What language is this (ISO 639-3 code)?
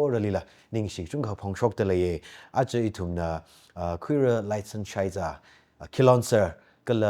nmf